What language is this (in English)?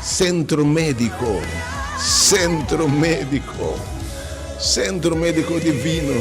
Papiamento